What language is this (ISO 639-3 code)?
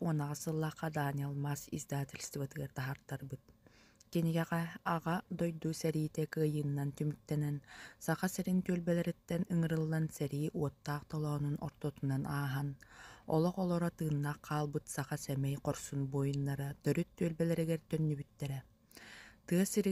sah